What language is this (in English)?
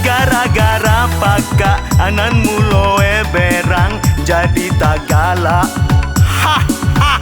Minangkabau